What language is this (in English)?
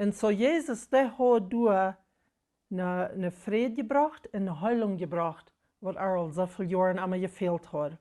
Plautdietsch